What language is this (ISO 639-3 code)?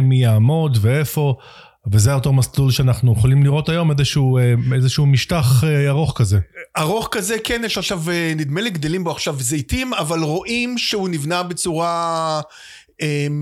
heb